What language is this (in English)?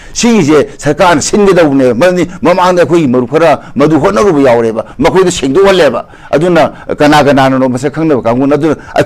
Manipuri